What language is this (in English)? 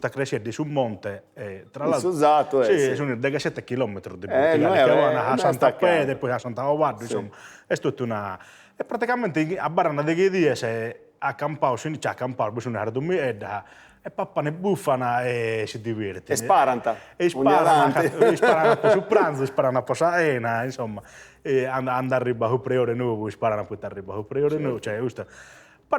Sardinian